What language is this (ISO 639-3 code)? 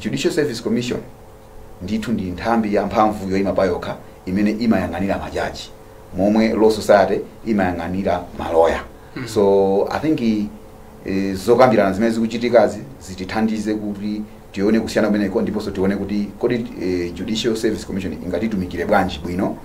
nya